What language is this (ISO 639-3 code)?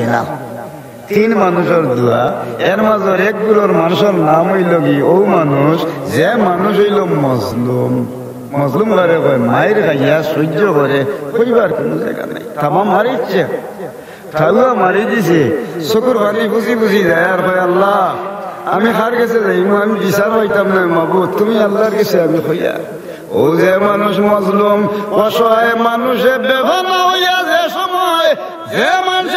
syl